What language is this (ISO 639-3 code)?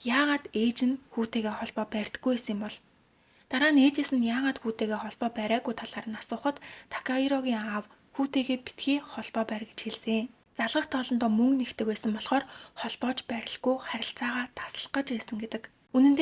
mon